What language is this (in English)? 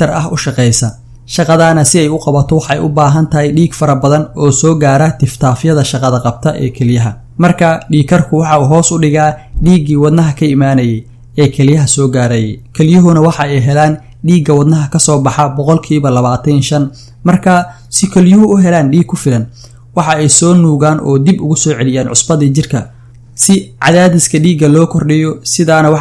Somali